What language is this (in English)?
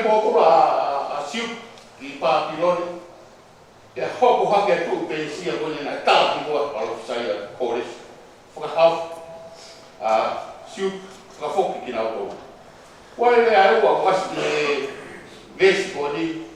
Tongan